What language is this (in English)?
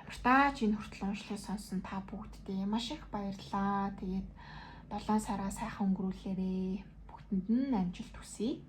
Mongolian